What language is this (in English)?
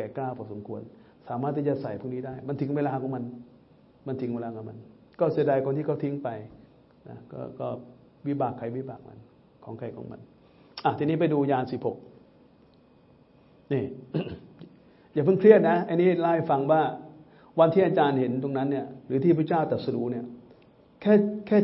Thai